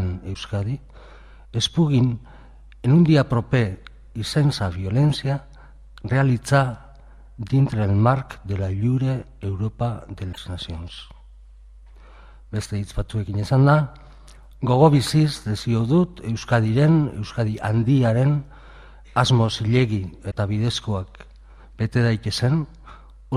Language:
Basque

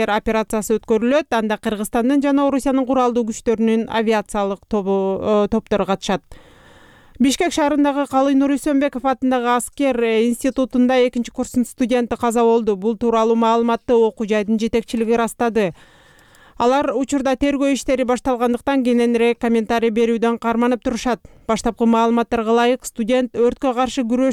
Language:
Kyrgyz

